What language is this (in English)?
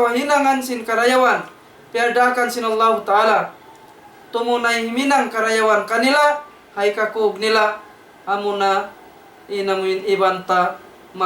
Tausug